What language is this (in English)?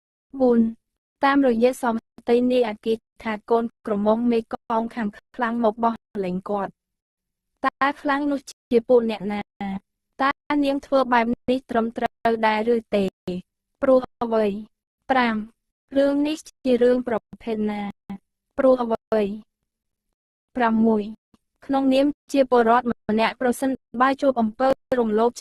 Khmer